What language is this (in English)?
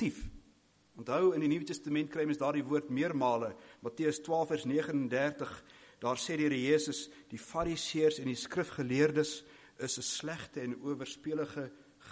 Afrikaans